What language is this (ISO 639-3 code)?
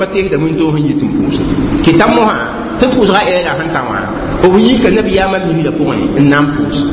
mos